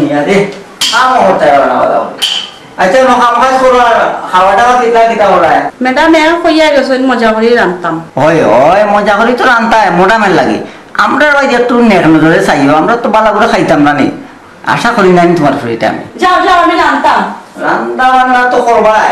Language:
Sylheti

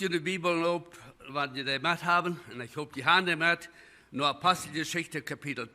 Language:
Plautdietsch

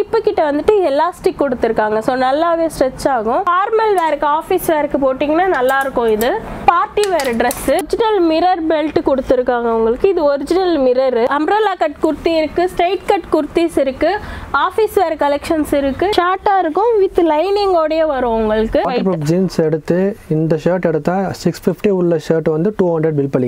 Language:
Tamil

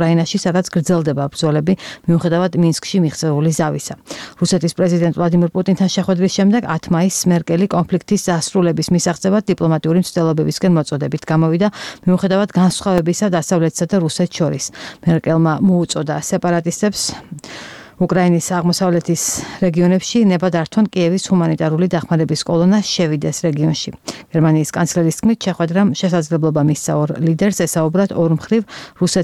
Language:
Georgian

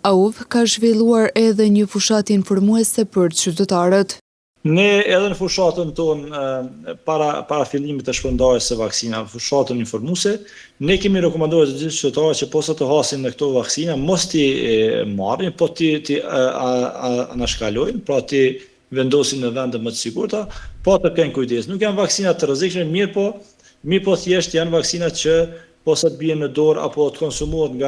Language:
Albanian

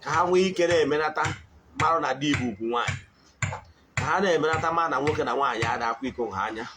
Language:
Igbo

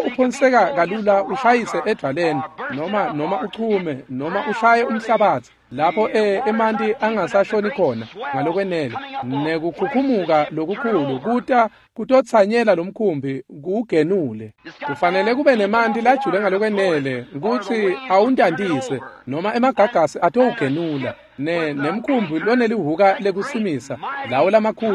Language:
Swati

